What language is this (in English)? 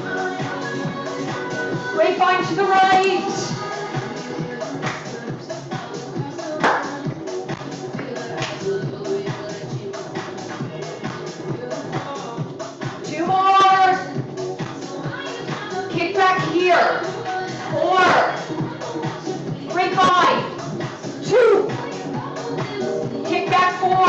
English